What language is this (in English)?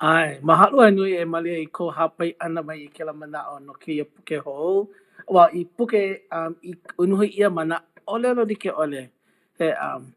Hawaiian